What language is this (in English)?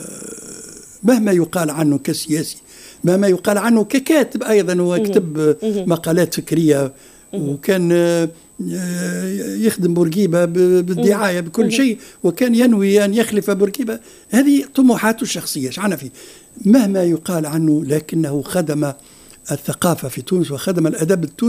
Tunisian Arabic